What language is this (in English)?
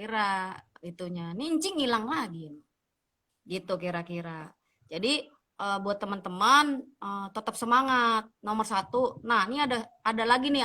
Betawi